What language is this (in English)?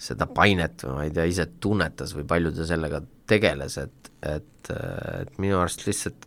Estonian